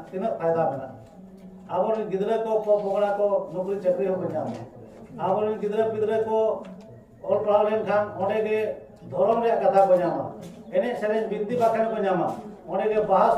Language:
Santali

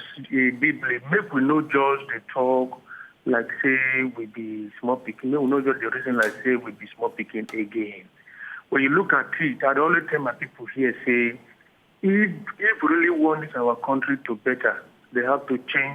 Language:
Nigerian Pidgin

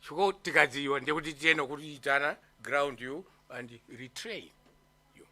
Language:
Nyanja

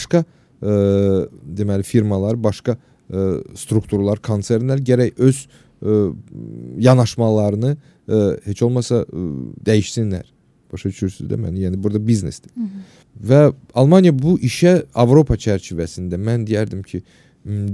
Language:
Azerbaijani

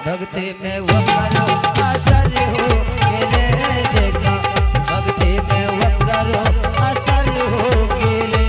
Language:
Angika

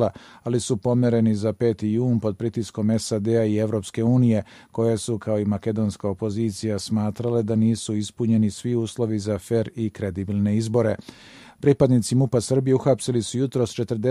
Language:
Serbian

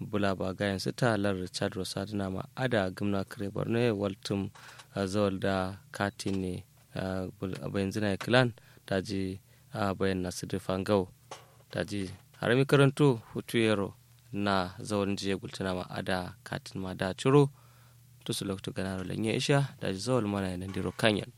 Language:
Kanuri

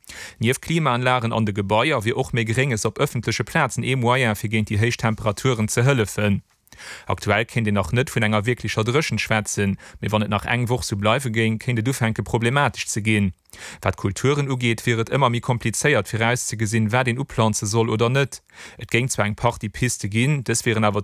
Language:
Luxembourgish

